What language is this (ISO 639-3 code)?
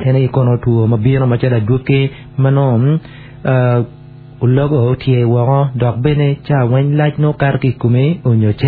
ach